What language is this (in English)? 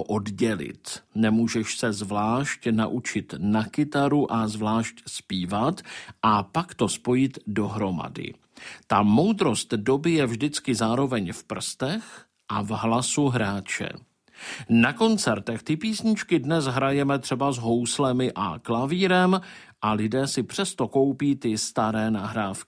Czech